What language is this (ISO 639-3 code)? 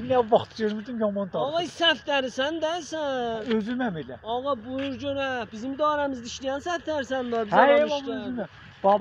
azb